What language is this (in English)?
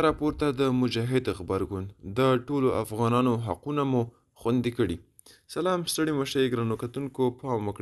Pashto